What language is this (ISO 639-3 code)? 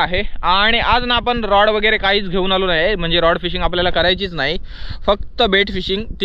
mar